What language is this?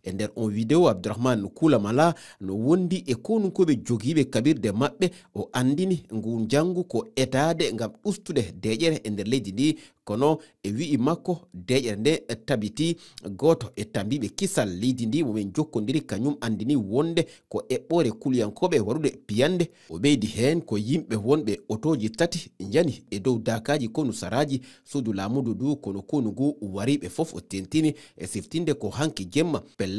Fula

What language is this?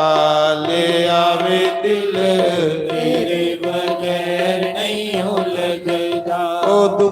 Dogri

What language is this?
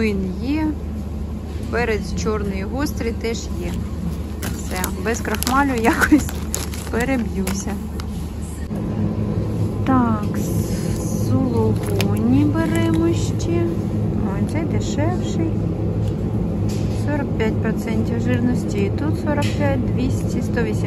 Ukrainian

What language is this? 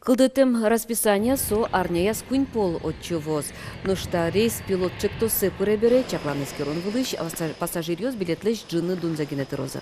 Udmurt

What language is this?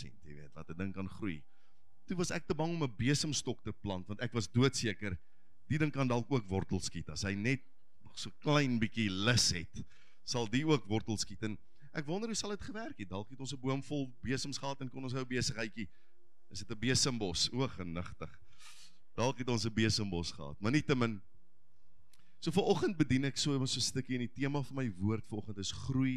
Afrikaans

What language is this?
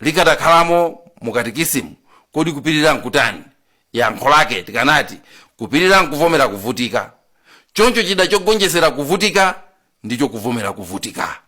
Nyanja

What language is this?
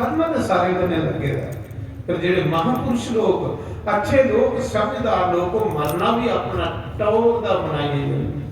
Dogri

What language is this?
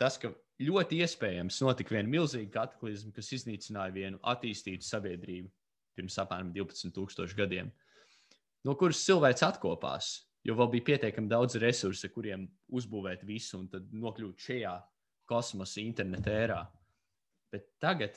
Latvian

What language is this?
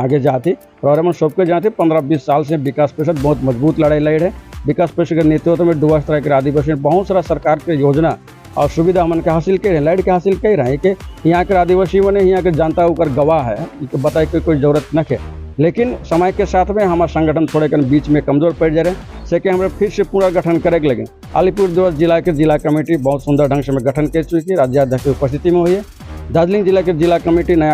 Sadri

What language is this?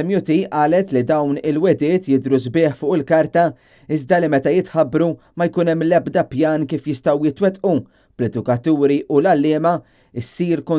Maltese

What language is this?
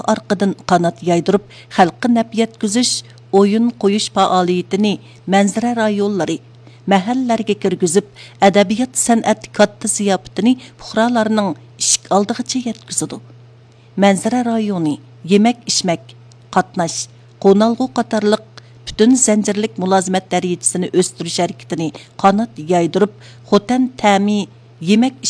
Uyghur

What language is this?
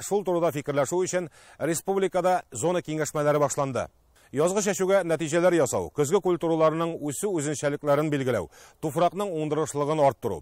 Tatar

